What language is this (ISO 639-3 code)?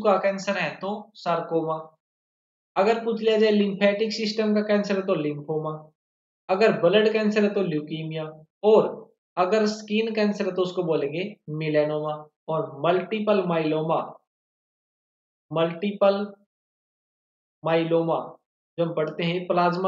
hin